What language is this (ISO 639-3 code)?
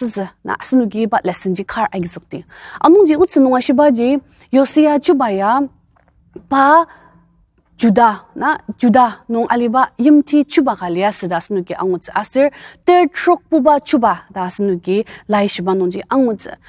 njo